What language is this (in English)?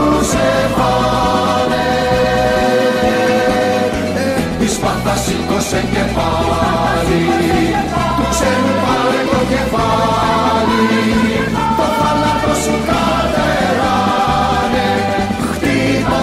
Greek